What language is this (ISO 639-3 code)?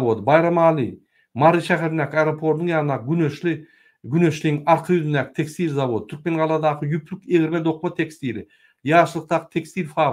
tuk